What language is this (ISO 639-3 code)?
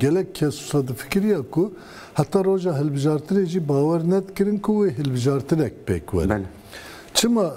kur